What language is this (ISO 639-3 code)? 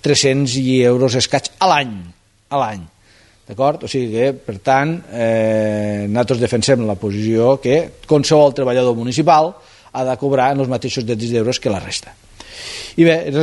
cat